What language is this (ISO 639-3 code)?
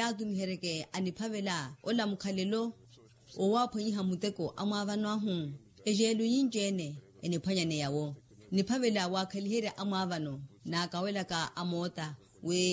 vmw